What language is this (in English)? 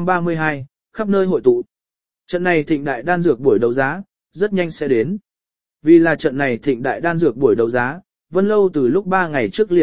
Vietnamese